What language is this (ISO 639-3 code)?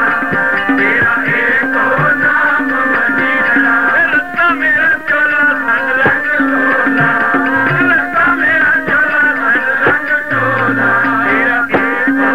pan